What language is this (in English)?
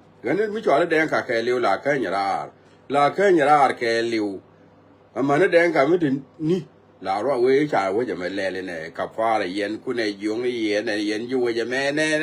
Nuer